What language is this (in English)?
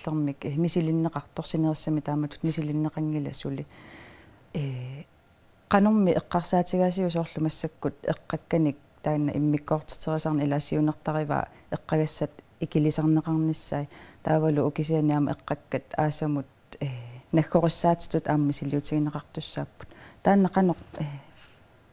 Kalaallisut